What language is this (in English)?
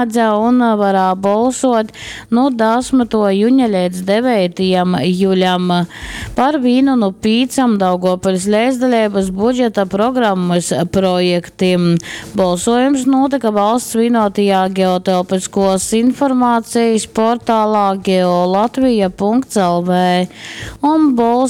Latgalian